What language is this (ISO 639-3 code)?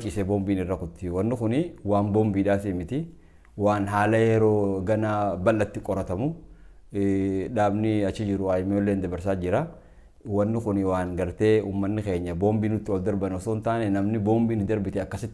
orm